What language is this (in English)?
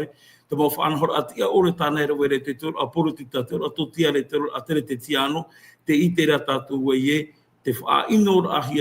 Tahitian